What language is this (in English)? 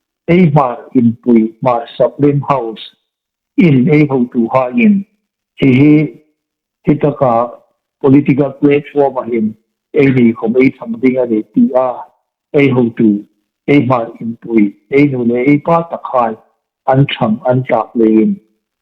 Hmar